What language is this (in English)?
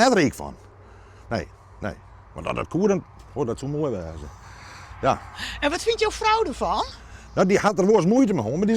Western Frisian